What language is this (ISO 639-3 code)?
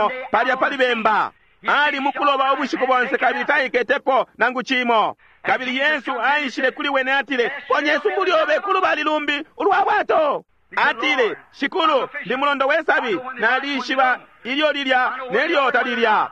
bem